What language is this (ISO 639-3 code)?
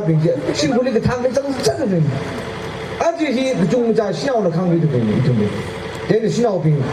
nmf